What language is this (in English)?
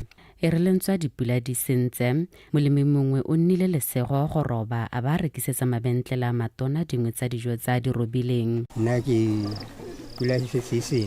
Tswana